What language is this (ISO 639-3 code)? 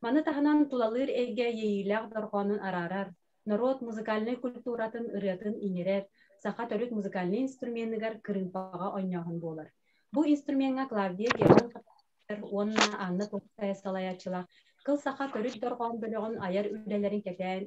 sah